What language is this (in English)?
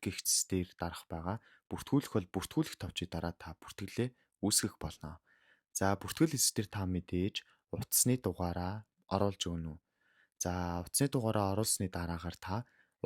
Mongolian